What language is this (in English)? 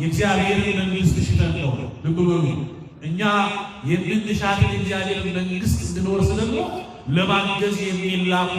Amharic